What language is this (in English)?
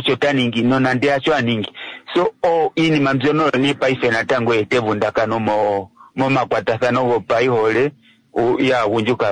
Kuanyama